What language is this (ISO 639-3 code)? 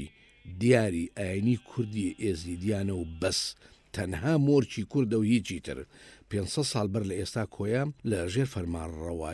ckb